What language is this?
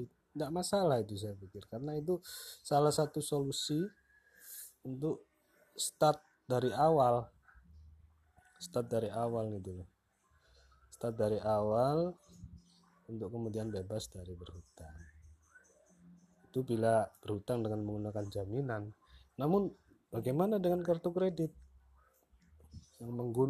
Indonesian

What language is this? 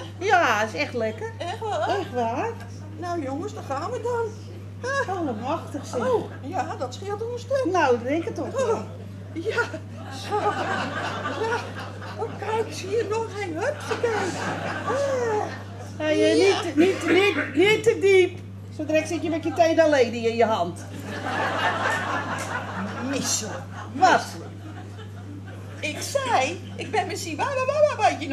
Dutch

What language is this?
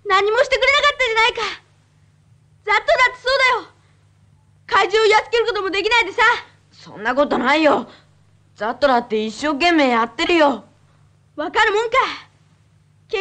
Japanese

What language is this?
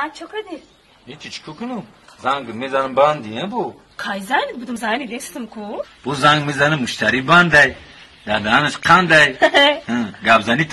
Tajik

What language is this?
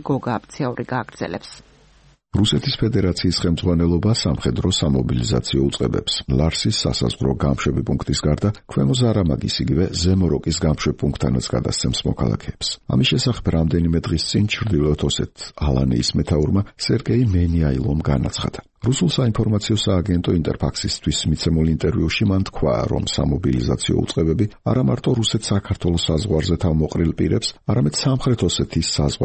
Georgian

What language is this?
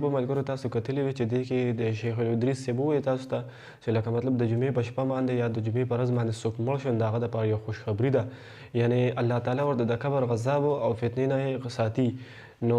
Pashto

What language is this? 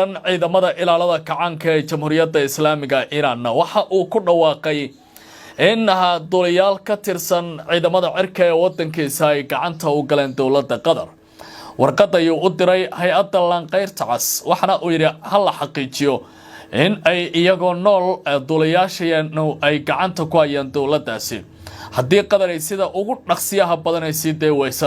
Somali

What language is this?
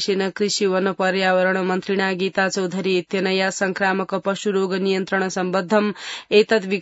Sanskrit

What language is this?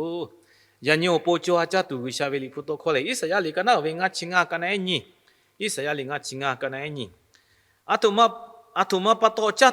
Lahu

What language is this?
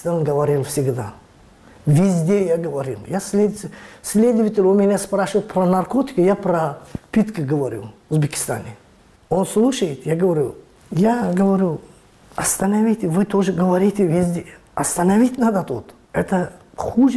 Russian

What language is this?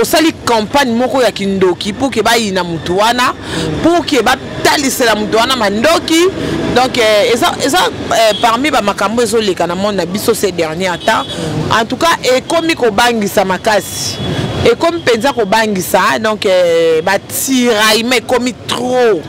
Lingala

